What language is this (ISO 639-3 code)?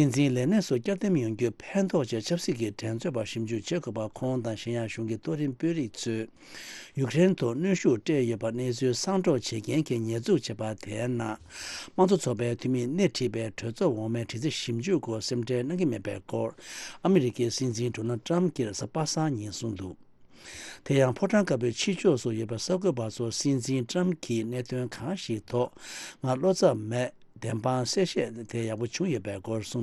bod